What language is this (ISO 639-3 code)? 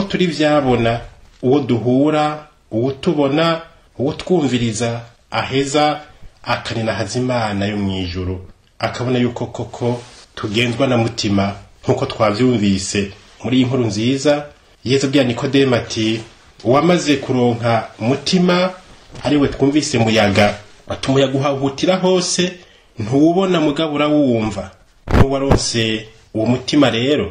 run